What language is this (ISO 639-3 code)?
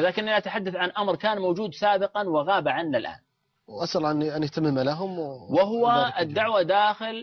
ara